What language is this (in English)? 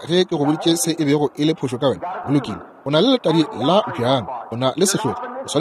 Northern Sotho